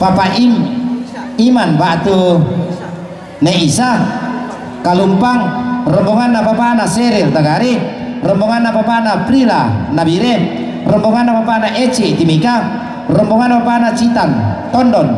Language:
Toraja-Sa'dan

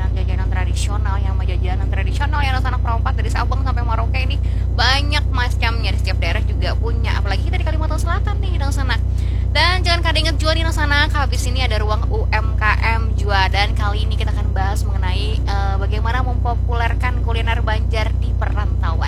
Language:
Banjar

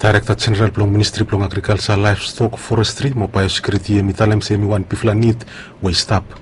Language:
Bislama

